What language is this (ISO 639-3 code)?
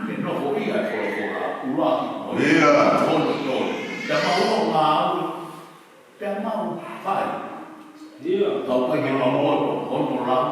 ton